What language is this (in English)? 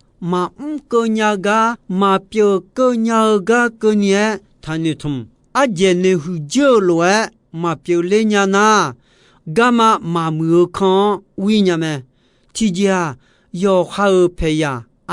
Akha